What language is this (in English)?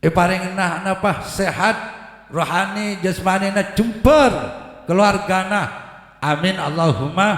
Madurese